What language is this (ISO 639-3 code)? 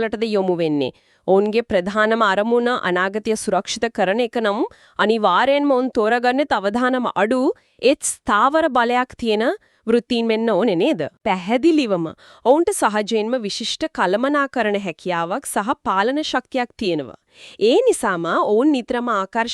sin